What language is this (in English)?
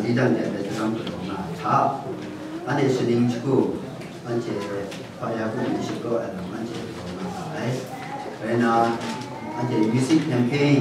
Kachin